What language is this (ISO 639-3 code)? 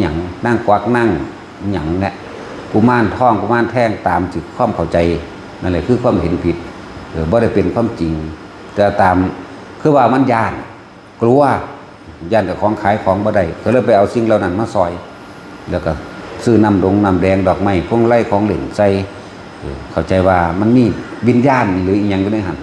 tts